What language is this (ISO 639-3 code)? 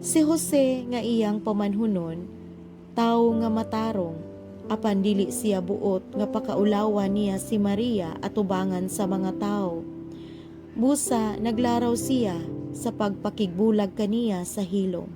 ceb